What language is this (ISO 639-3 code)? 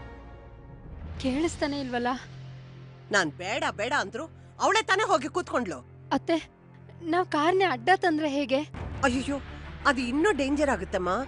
kan